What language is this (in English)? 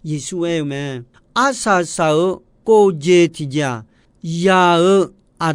Akha